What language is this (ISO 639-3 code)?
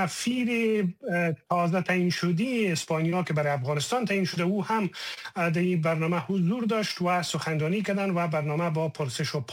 fas